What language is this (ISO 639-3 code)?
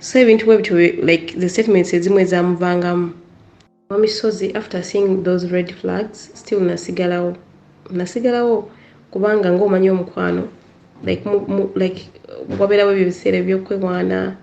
lug